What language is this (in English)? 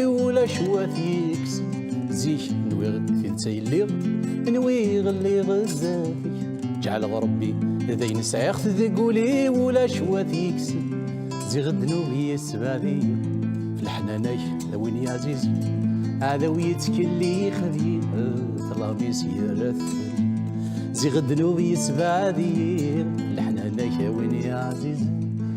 Kabyle